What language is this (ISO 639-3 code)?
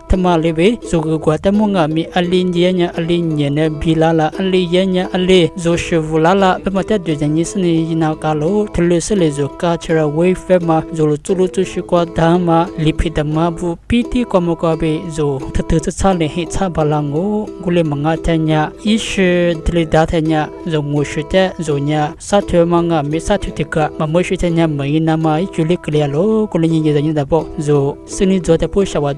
lis